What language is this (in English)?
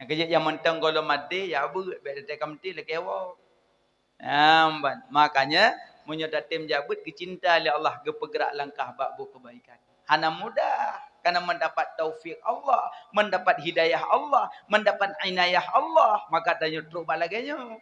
Achinese